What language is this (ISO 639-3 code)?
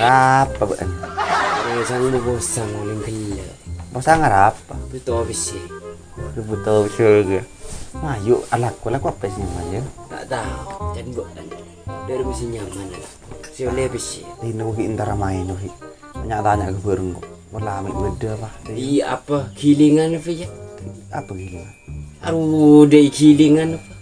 mad